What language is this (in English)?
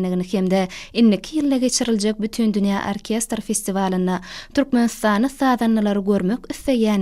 Turkmen